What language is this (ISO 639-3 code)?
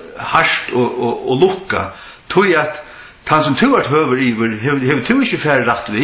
fao